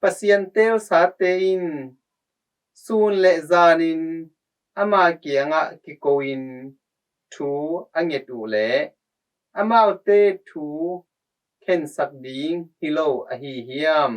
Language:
Tedim Chin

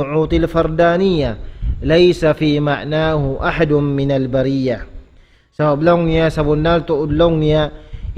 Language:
Tausug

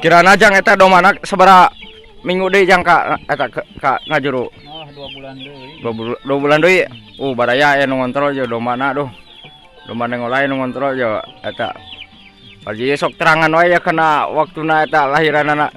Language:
Sundanese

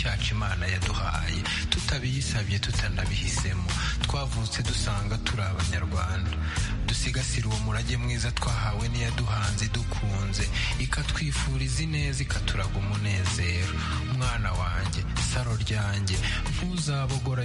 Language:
Kinyarwanda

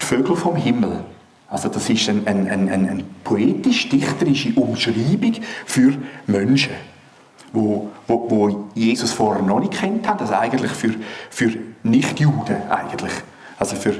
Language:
Swiss German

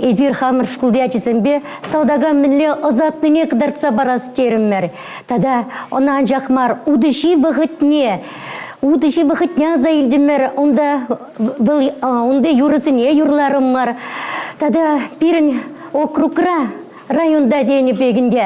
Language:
Chuvash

